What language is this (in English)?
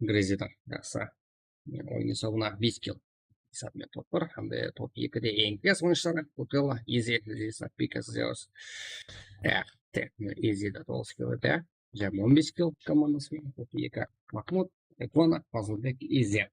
Kara-Kalpak